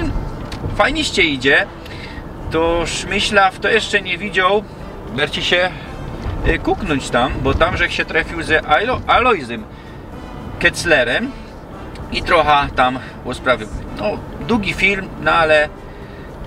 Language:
Silesian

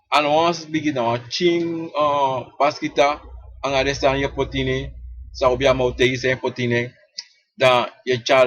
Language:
Sranan Tongo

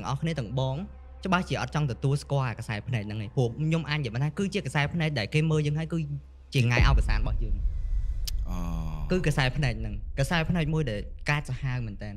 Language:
Khmer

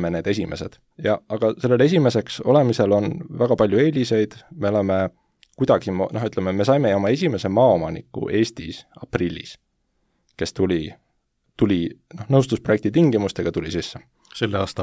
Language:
Estonian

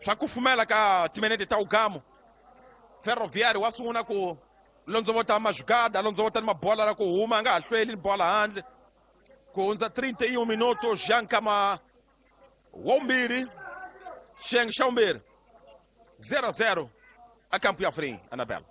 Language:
Tsonga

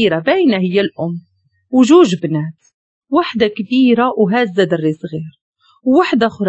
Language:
Moroccan Arabic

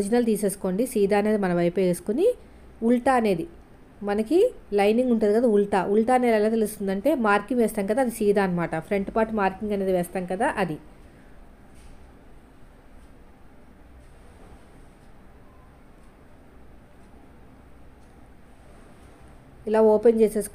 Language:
Telugu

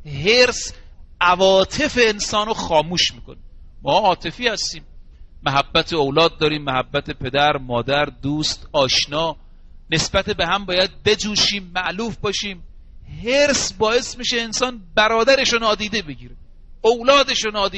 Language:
Persian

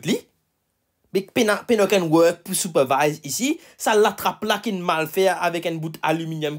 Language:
Morisyen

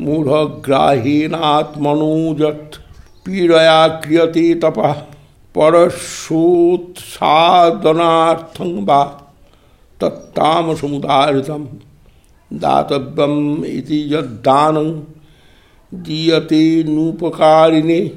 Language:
Sanskrit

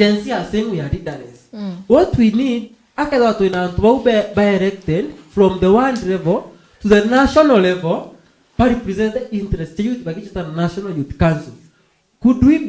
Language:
Meru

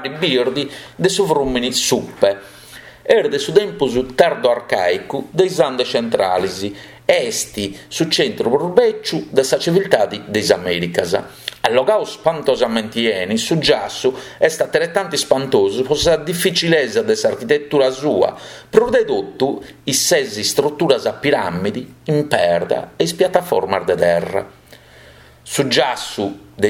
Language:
Sardinian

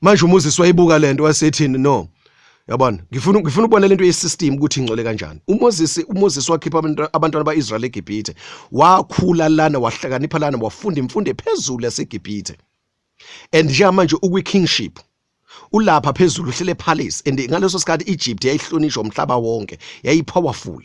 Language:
Zulu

